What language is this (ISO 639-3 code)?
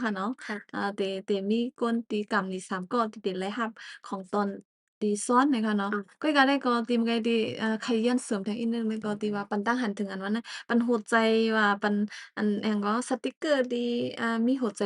shn